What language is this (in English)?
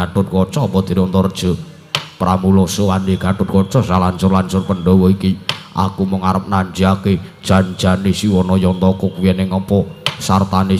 Javanese